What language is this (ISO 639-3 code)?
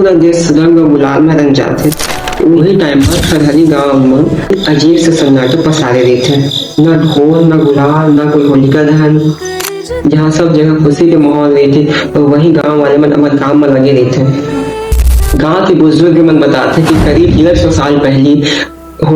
hne